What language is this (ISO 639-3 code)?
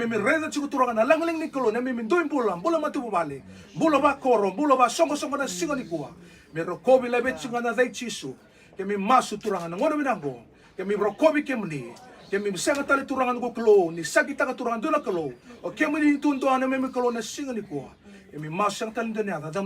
fij